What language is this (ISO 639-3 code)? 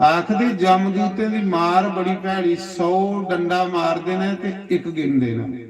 doi